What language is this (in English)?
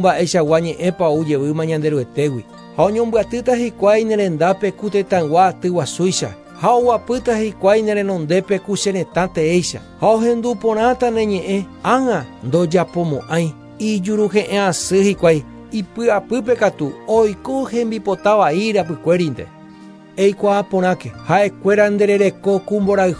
Guarani